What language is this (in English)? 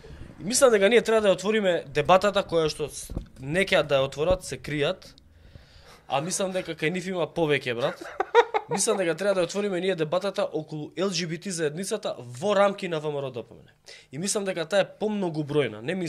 Macedonian